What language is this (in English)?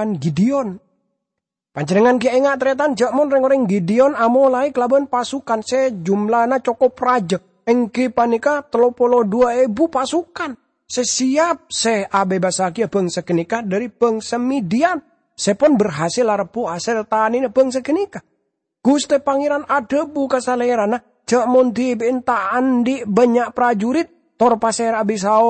Madurese